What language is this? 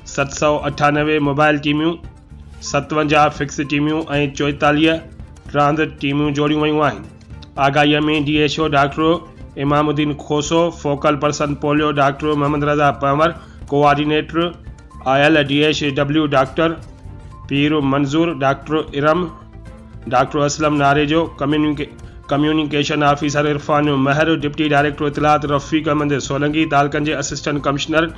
Sindhi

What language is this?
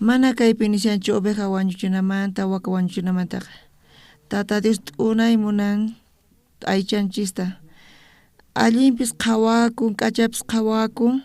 South Bolivian Quechua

